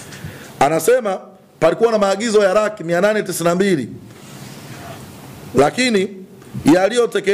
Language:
Swahili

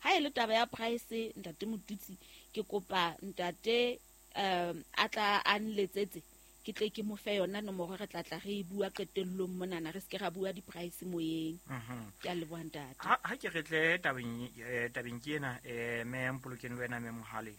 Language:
Southern Sotho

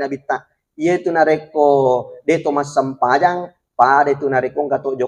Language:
Buginese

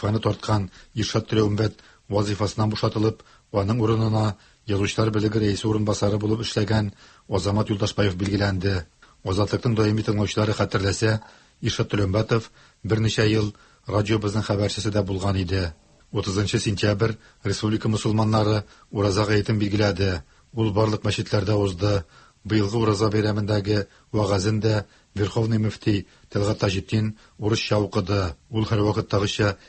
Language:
Tatar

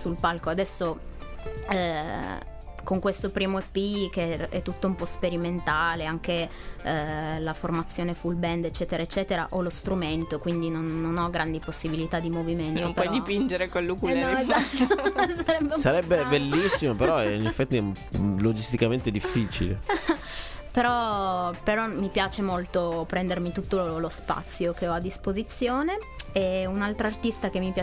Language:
Italian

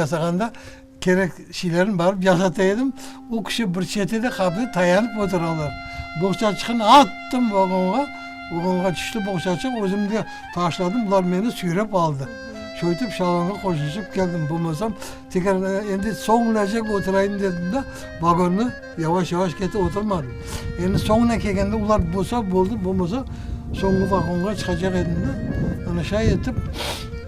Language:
Crimean Tatar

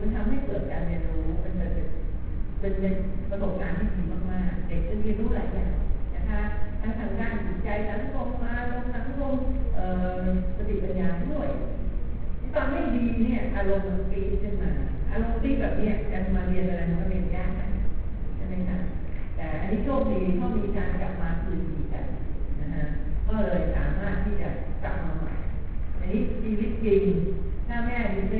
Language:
Thai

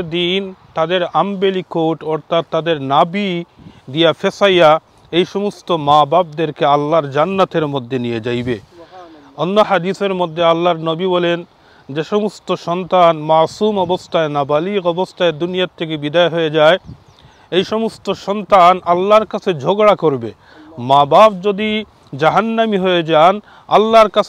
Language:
Sylheti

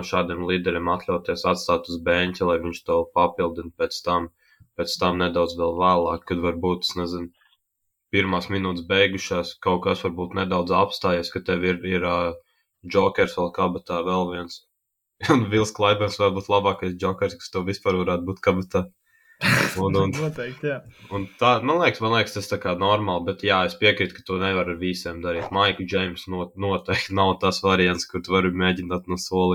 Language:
Latvian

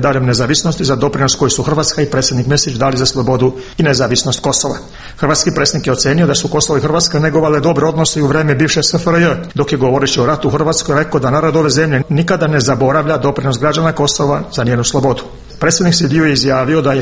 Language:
Croatian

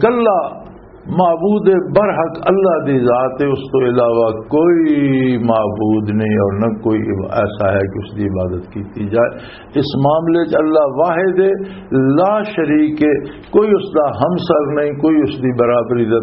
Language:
Western Panjabi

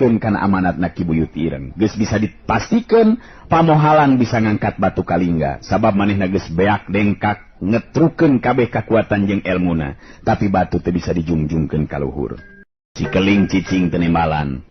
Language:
Sundanese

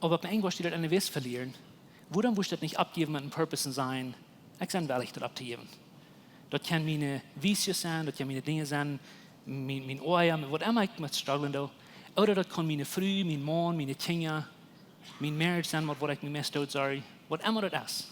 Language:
Plautdietsch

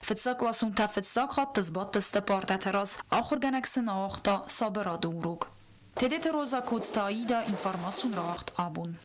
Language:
Ossetic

